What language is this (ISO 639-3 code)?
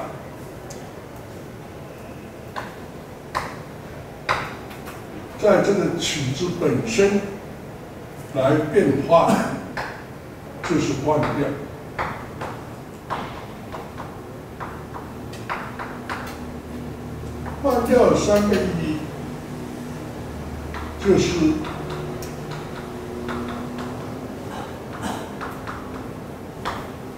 zho